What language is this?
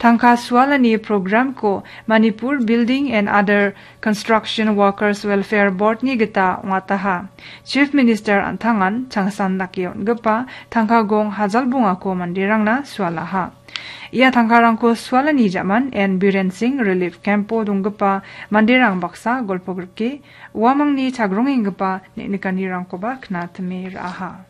Garo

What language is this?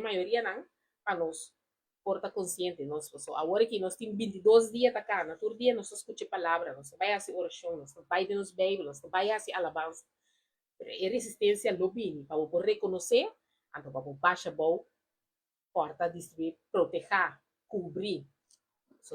Papiamento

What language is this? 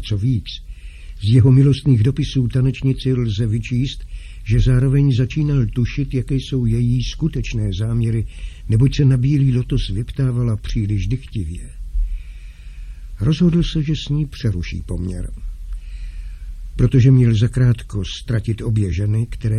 Czech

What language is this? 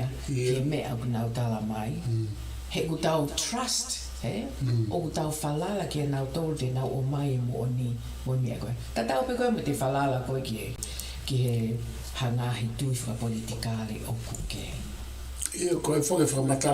Tongan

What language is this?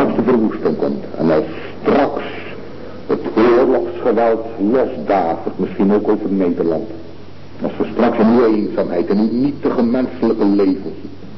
Dutch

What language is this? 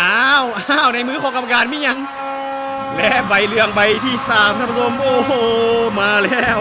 Lao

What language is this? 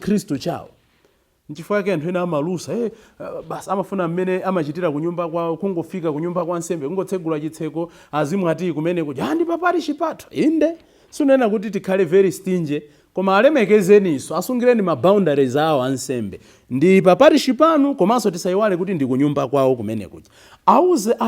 Nyanja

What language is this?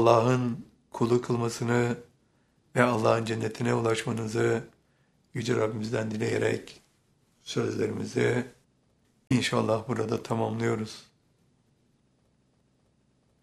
Turkish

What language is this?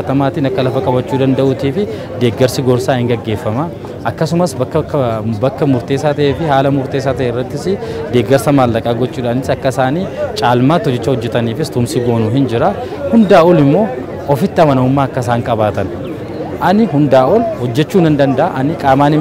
Oromo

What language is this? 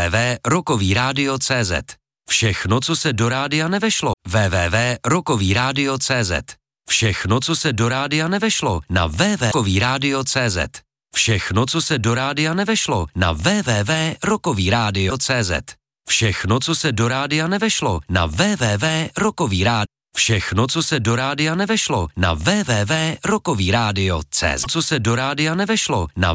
Czech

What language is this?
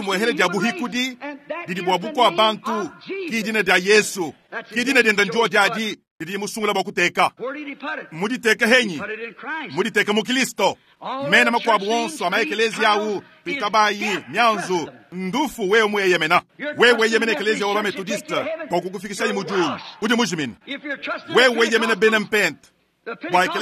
Luba-Lulua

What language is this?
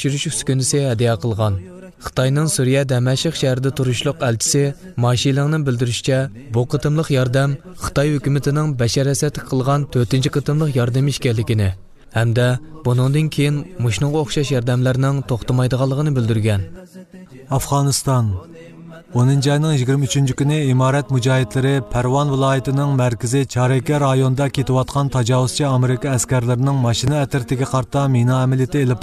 Uyghur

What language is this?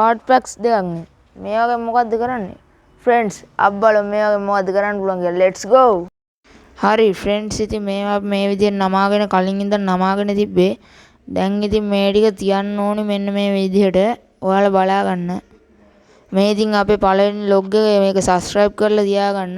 Sinhala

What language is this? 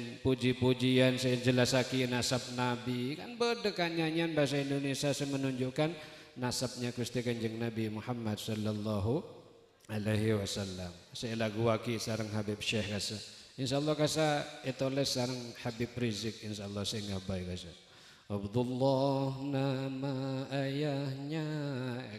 Madurese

